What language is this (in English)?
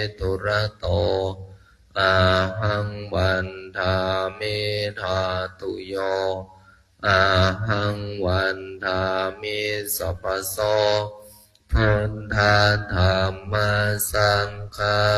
Pali